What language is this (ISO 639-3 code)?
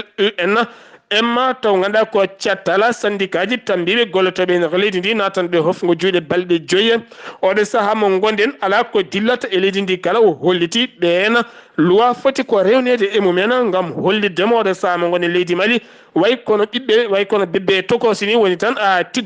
ful